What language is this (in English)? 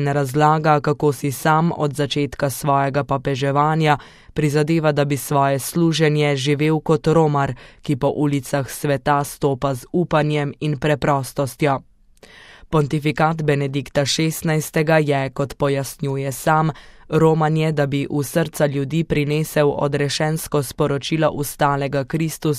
Slovenian